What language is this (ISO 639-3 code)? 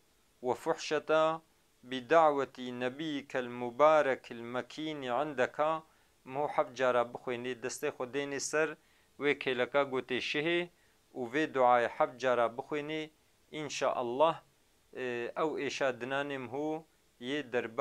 kur